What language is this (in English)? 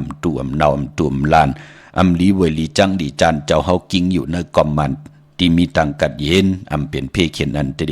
Shan